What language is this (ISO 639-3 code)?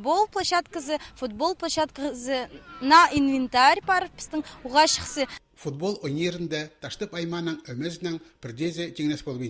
kjh